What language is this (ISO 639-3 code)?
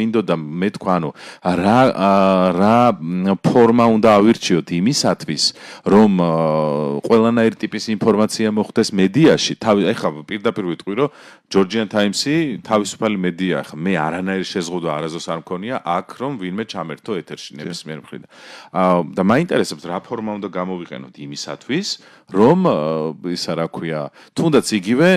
kat